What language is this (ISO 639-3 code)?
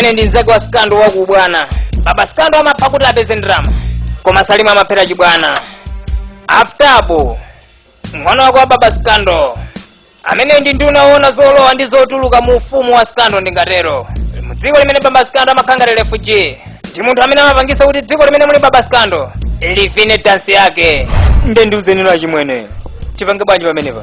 nya